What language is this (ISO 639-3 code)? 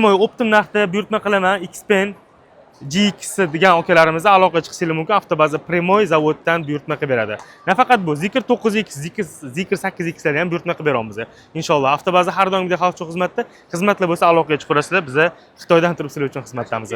uzb